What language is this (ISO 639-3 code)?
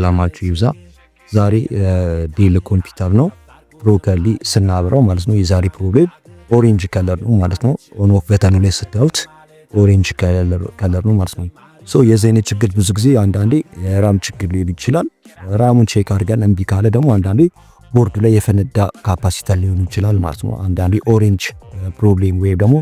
amh